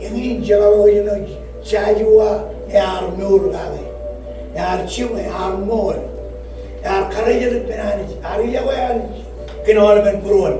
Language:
Marshallese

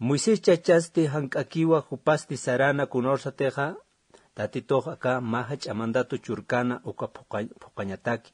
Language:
Aymara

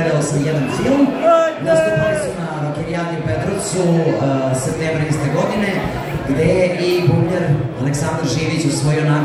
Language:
Serbian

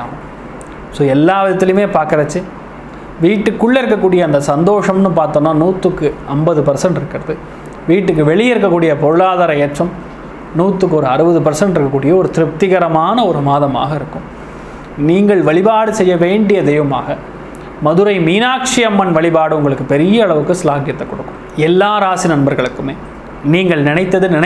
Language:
Tamil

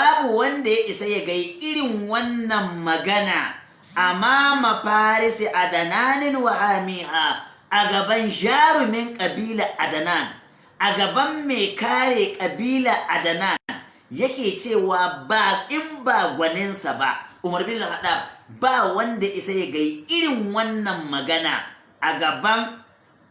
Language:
Hausa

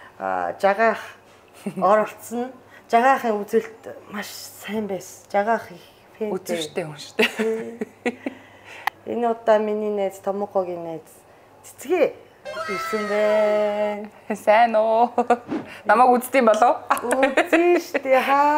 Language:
Mongolian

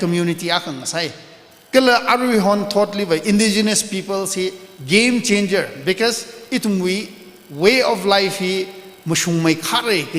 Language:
Tangkhul Naga (India)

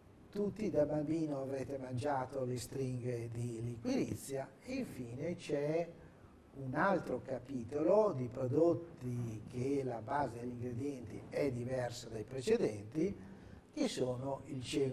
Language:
Italian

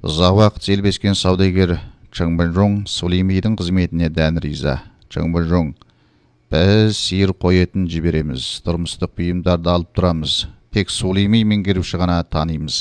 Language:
Kyrgyz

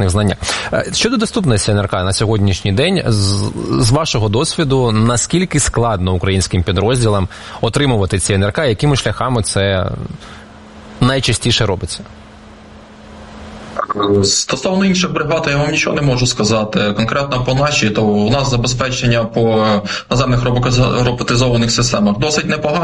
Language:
Ukrainian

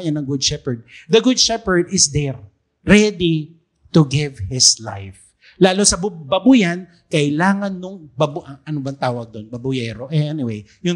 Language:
Filipino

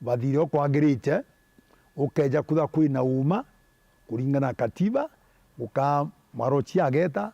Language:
Meru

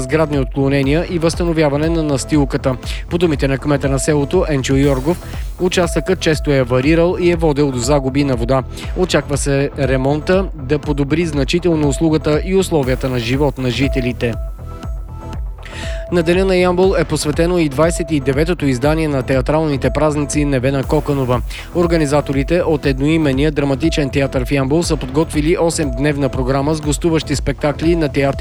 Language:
Bulgarian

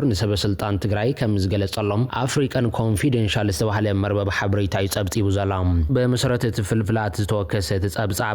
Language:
Tigrinya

